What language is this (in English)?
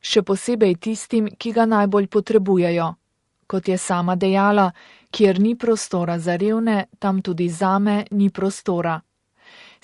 Slovenian